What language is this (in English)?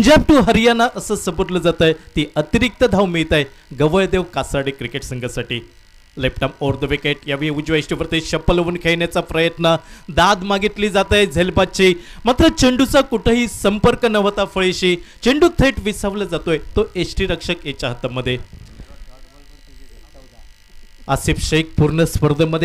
Marathi